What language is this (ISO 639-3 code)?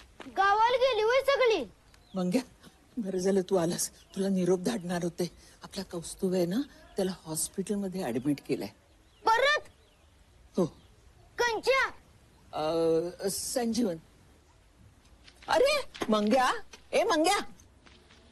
mar